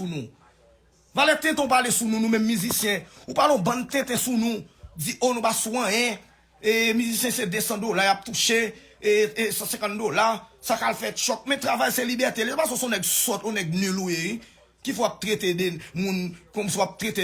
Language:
Haitian Creole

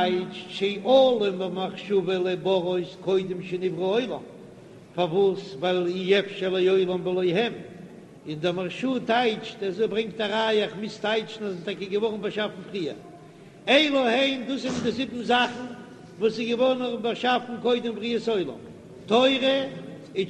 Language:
Yiddish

